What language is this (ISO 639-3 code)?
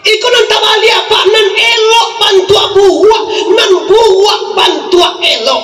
min